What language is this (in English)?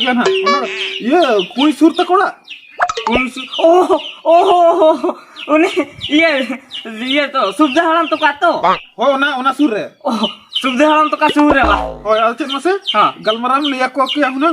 Santali